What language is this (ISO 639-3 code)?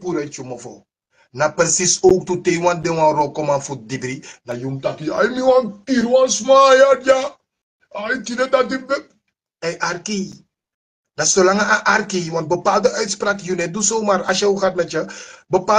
srn